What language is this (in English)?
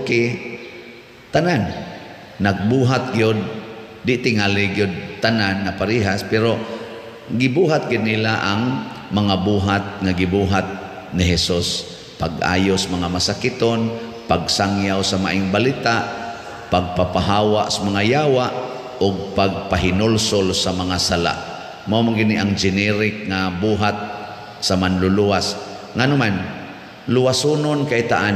Cebuano